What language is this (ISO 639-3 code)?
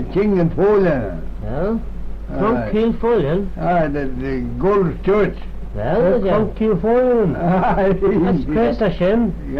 glv